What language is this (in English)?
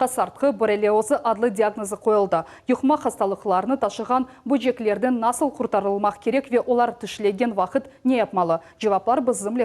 Crimean Tatar